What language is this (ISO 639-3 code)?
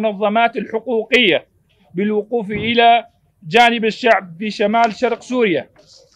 kur